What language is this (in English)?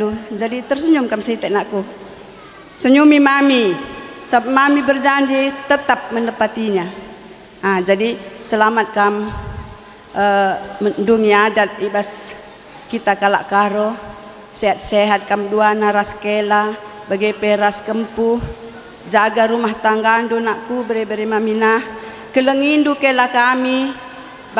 Batak Karo